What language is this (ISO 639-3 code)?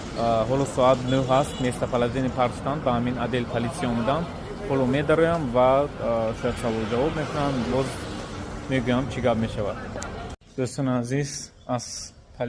tgk